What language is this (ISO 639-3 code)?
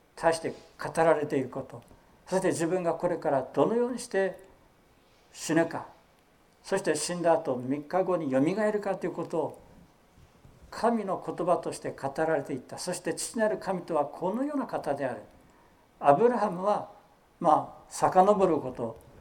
jpn